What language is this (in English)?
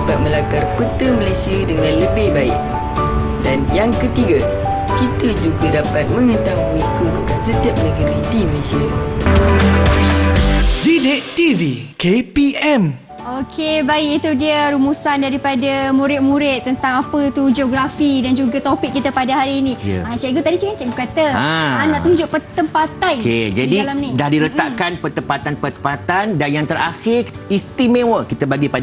Malay